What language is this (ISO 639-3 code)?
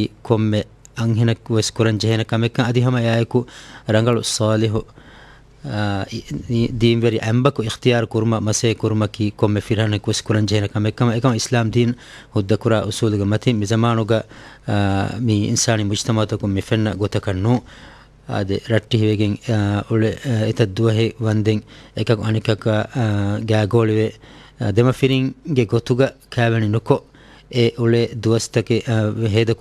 div